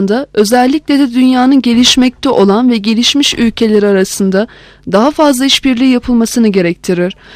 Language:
Turkish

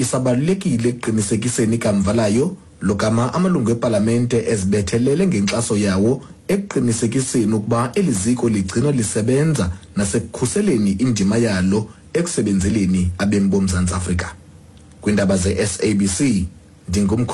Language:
Xhosa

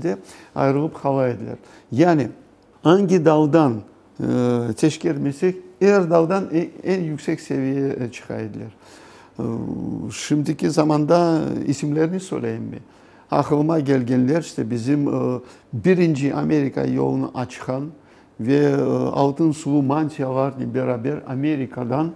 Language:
Crimean Tatar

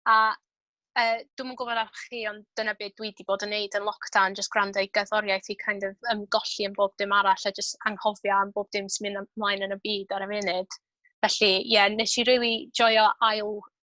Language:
Welsh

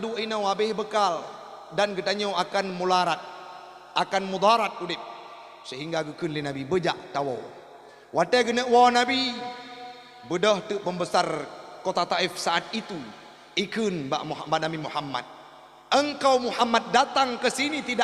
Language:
Achinese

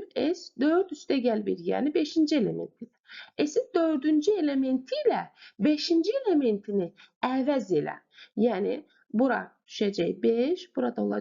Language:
Azerbaijani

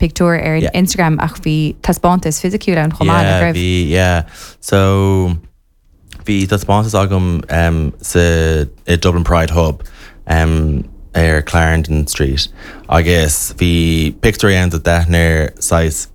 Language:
Irish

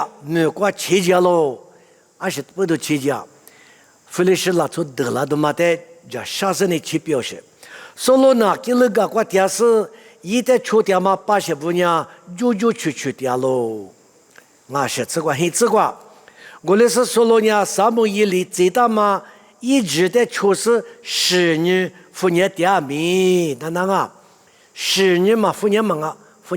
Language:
Lisu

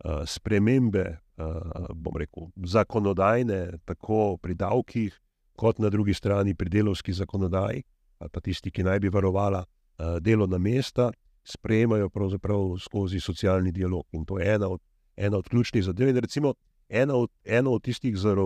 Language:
Slovenian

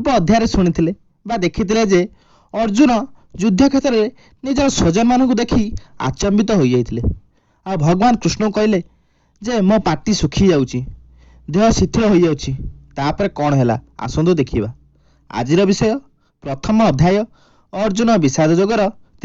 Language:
Odia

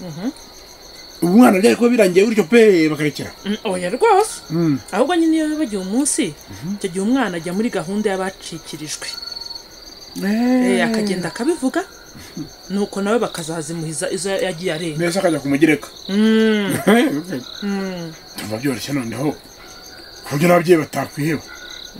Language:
Kinyarwanda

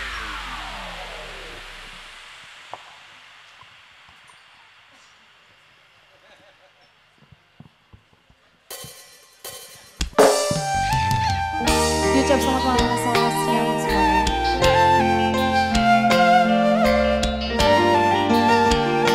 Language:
Indonesian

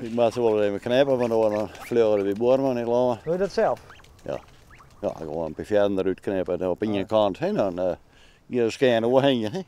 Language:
Western Frisian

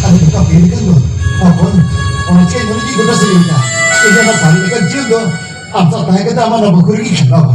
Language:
Santali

